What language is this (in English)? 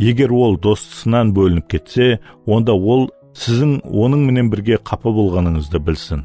Kara-Kalpak